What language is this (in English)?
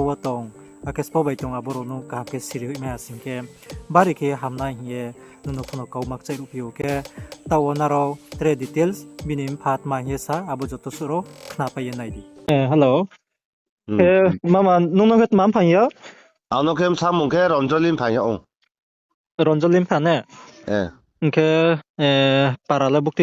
Riang (India)